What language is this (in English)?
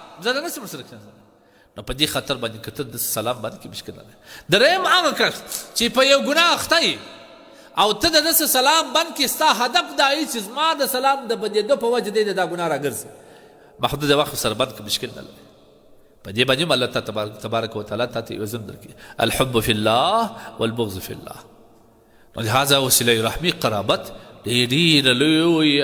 Pashto